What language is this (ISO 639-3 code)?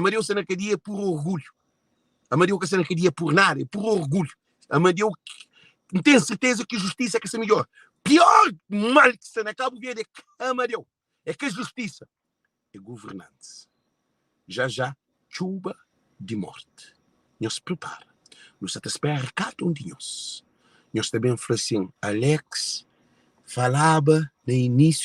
kea